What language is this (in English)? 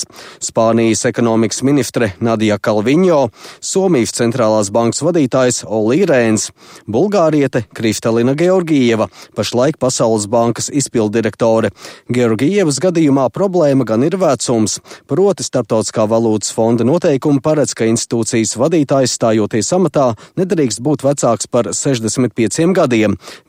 Latvian